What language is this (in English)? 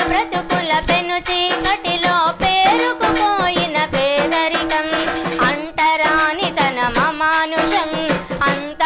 Telugu